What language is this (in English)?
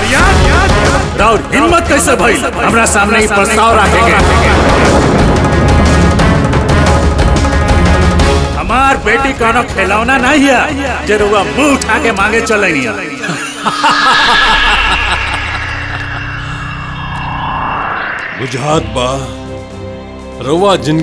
Bhojpuri